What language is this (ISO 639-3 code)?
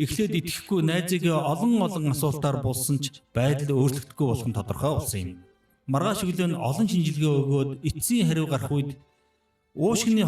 mon